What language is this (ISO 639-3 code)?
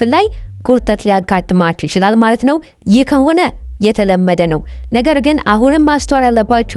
amh